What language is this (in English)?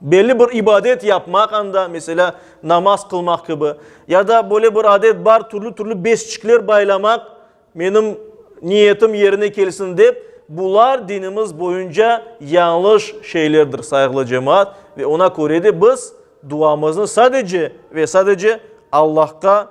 Crimean Tatar